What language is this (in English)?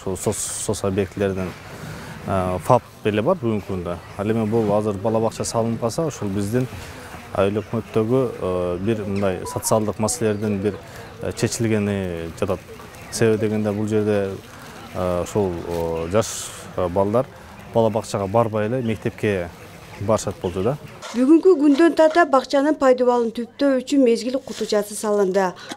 Kyrgyz